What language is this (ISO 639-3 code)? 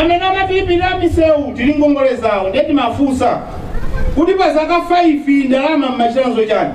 nya